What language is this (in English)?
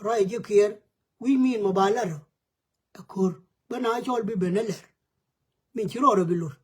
Nuer